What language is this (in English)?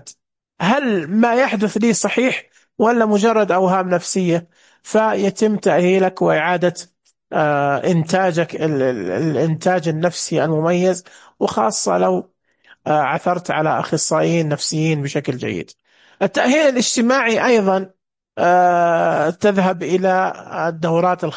Najdi Arabic